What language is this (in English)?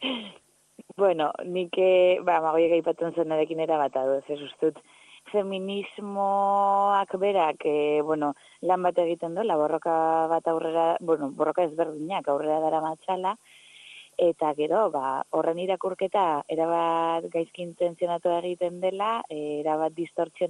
Basque